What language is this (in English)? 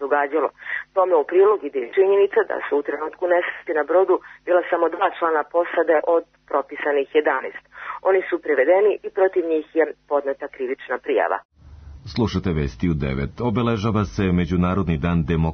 Serbian